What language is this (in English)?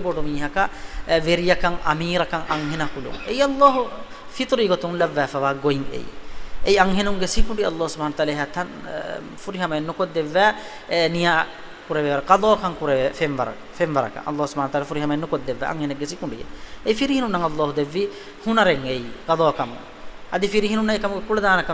Divehi